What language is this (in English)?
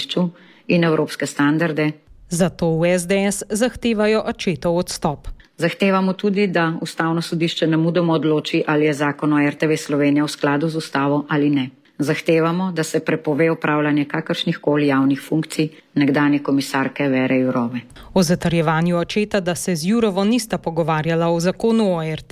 Slovenian